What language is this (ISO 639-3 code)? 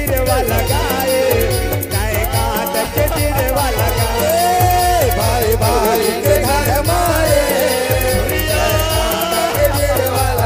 hne